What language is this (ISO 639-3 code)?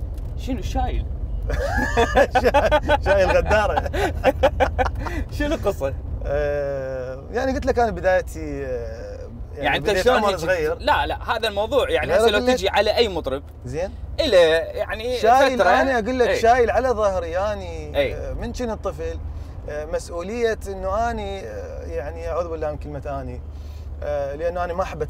acm